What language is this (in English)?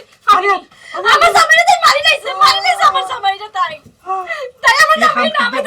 Sylheti